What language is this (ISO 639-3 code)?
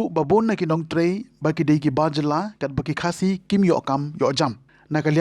kha